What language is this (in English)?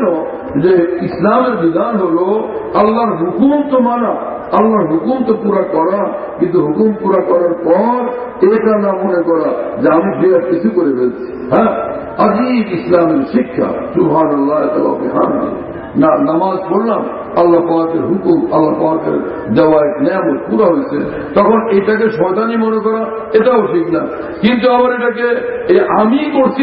Bangla